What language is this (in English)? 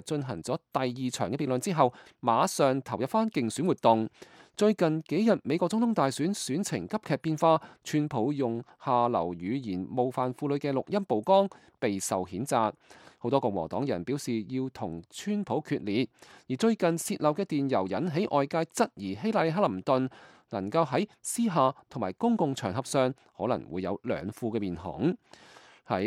Cantonese